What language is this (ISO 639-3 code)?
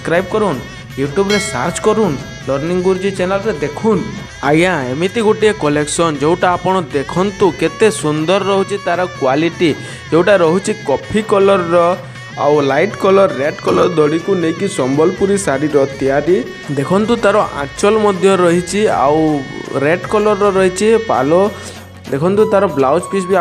ori